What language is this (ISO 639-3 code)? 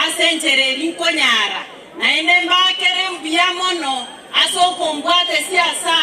guz